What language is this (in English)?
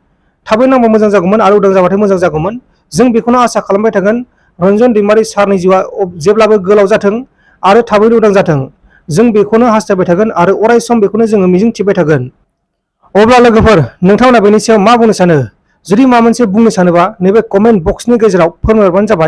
Bodo